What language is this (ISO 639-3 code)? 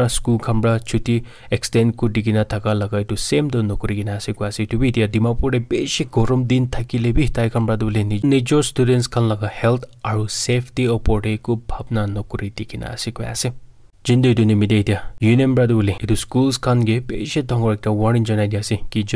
nag